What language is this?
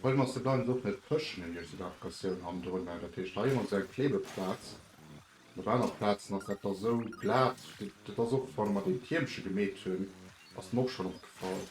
Luxembourgish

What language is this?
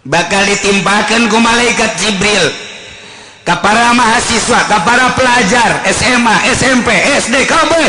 Sundanese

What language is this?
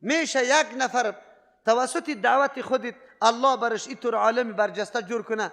Persian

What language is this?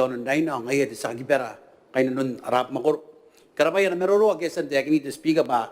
Gilbertese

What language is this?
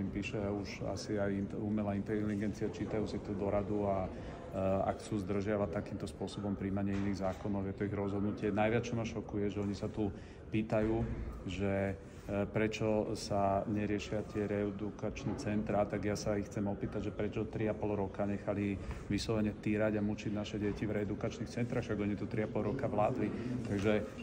Slovak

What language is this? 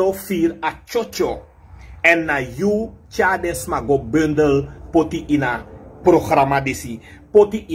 Sranan Tongo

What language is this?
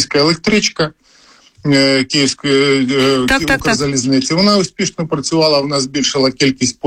Ukrainian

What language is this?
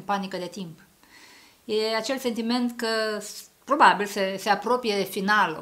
Romanian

